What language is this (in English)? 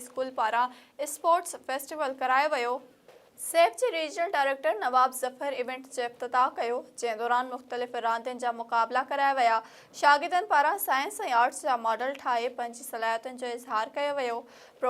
Sindhi